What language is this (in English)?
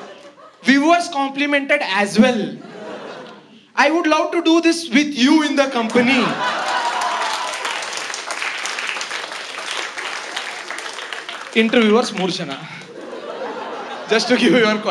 Kannada